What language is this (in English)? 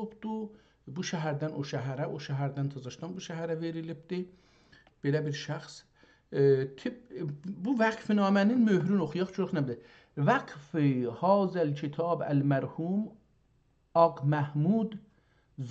South Azerbaijani